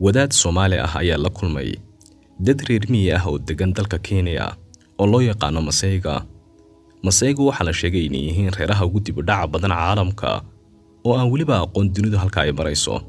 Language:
Somali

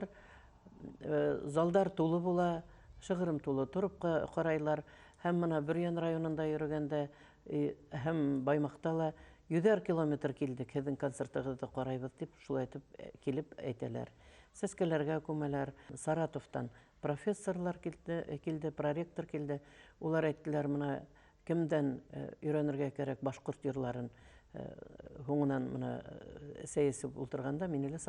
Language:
Bashkir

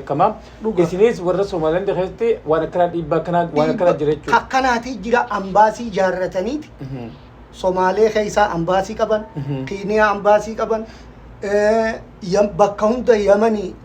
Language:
Oromo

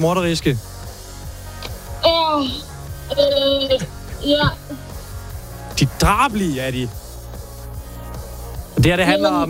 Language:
Danish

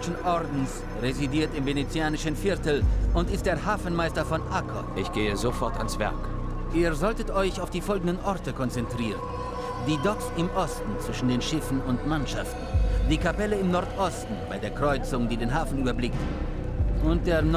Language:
Bavarian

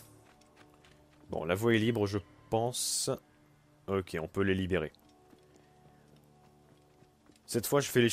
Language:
French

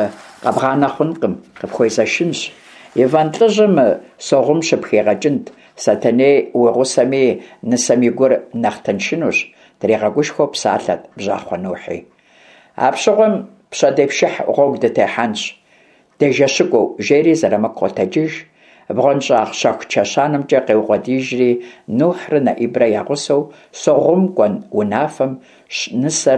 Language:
Kabardian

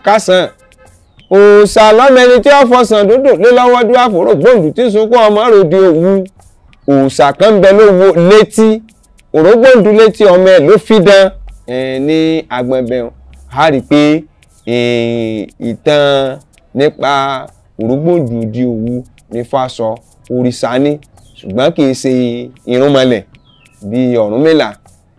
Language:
Yoruba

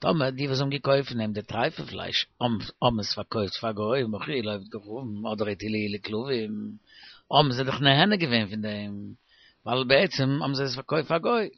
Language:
Yiddish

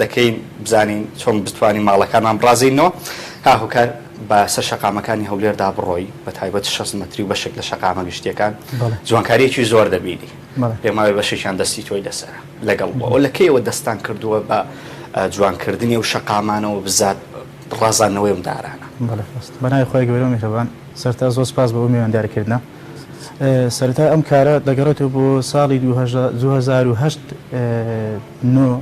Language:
Central Kurdish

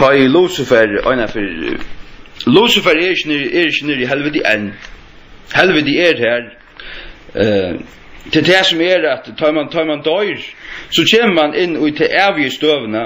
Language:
Faroese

